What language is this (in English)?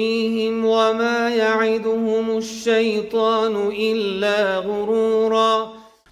Persian